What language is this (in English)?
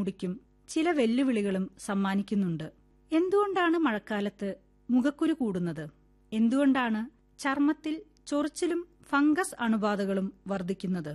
Malayalam